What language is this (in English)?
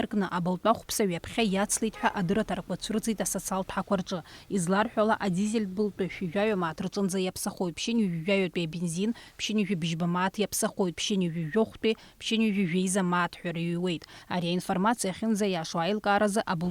Abkhazian